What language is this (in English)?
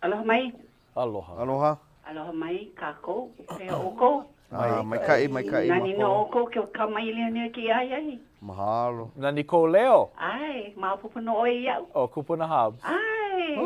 Hawaiian